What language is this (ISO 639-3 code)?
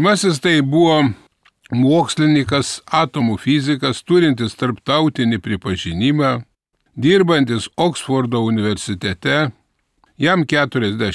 lit